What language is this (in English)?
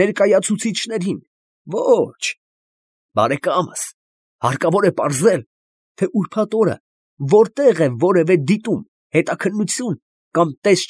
Armenian